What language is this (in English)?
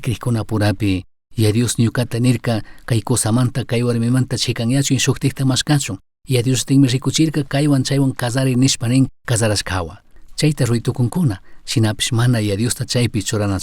Chimborazo Highland Quichua